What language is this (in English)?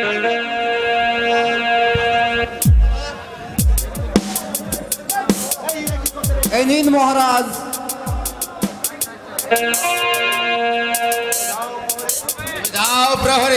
Bangla